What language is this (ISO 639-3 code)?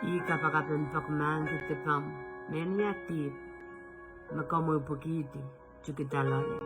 pon